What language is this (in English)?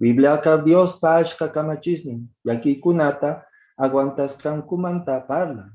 Quechua